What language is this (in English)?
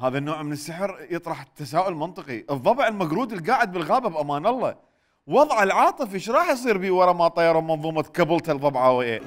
Mesopotamian Arabic